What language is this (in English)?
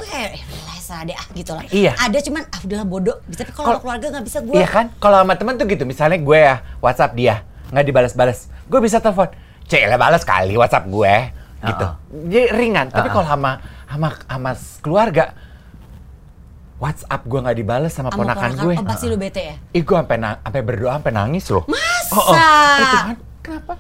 Indonesian